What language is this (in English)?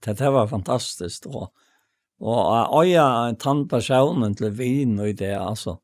Faroese